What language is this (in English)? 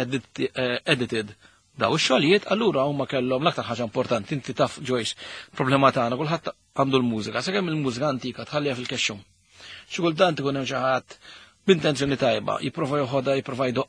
Maltese